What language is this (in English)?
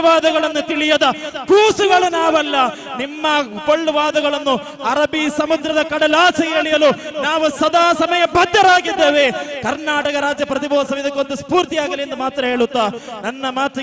Kannada